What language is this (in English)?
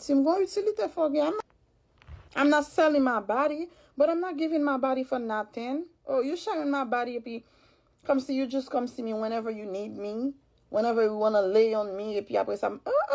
Haitian Creole